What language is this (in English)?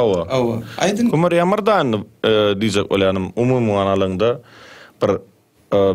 Turkmen